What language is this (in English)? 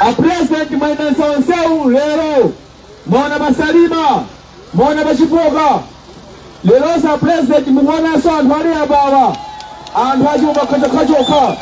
Nyanja